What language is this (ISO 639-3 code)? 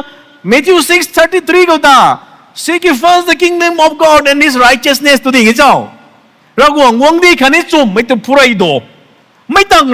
nbu